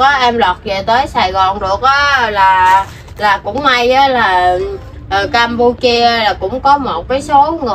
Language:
Vietnamese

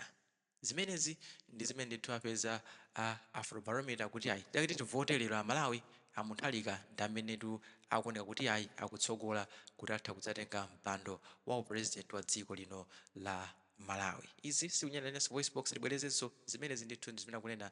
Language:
Nyanja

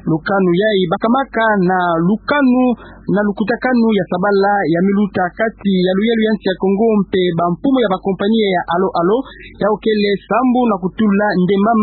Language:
Kituba (Democratic Republic of Congo)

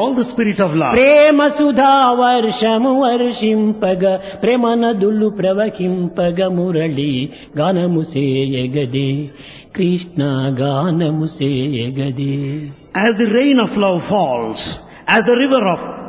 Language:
Telugu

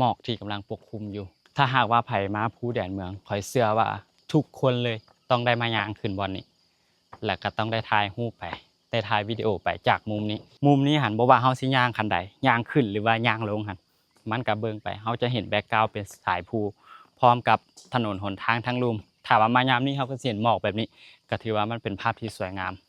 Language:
Lao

